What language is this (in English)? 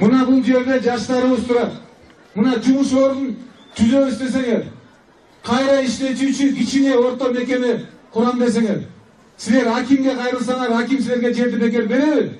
Kyrgyz